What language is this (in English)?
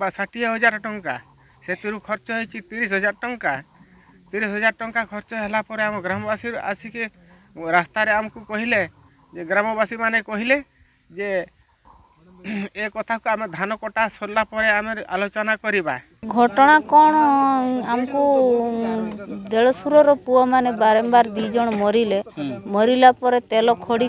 Odia